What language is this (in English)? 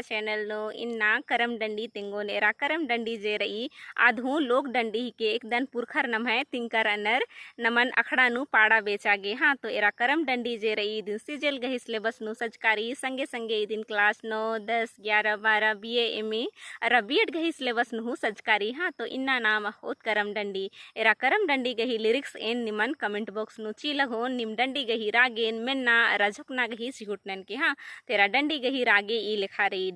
Kurukh